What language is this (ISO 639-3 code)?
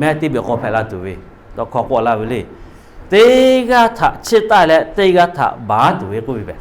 lhu